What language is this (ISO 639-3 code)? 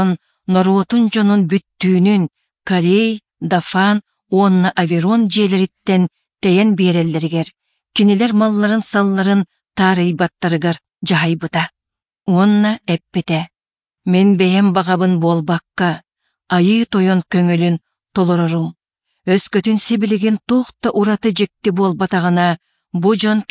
sah